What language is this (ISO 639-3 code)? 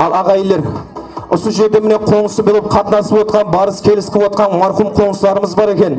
kaa